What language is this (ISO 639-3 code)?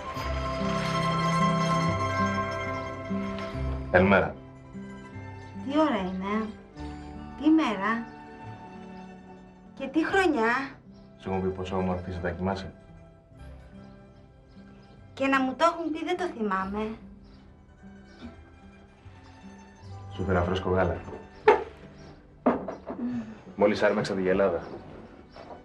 ell